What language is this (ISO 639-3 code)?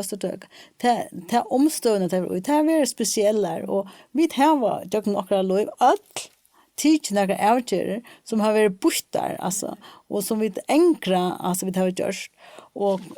fao